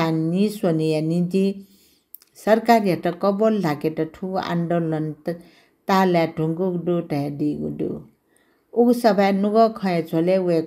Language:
Newari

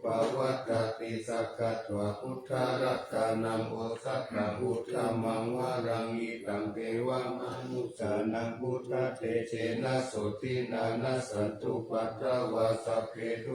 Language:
Pali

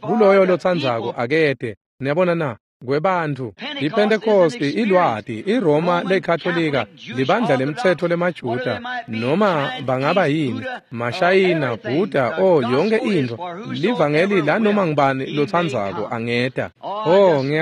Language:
Swati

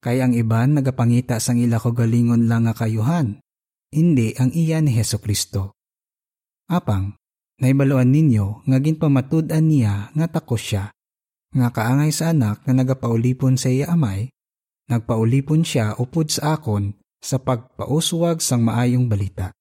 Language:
Hiligaynon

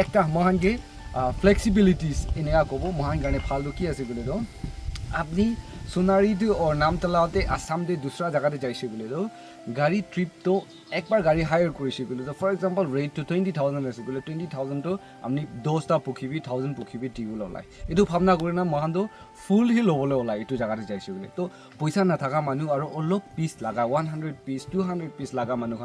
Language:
Naga Pidgin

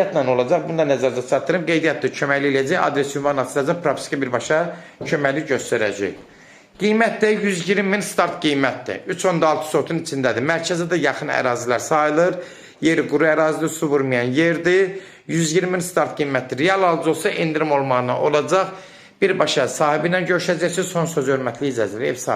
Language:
Azerbaijani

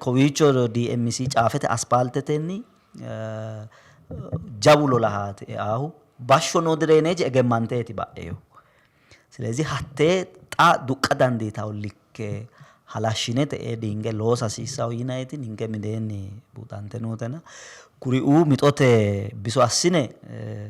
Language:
Sidamo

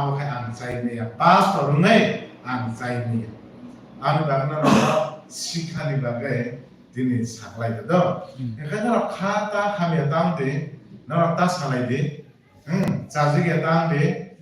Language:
Kok Borok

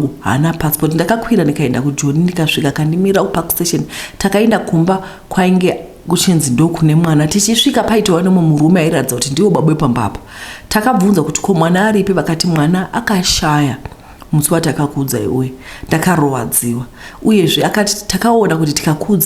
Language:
Shona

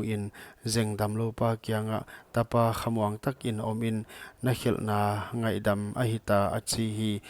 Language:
Paite Chin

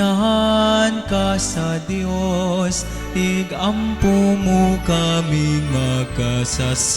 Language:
Cebuano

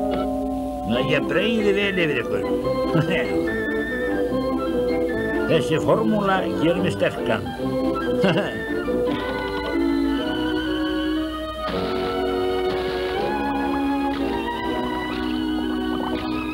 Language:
Icelandic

